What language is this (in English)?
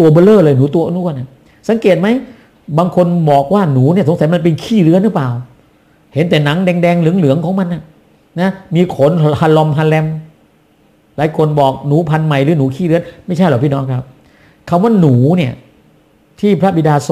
Thai